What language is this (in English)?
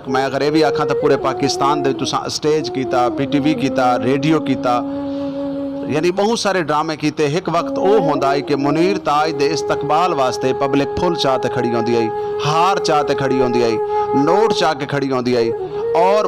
Saraiki